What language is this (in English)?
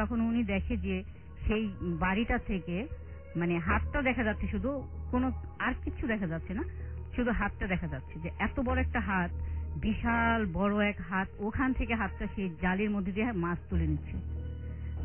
Bangla